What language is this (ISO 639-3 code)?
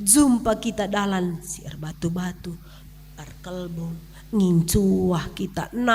btx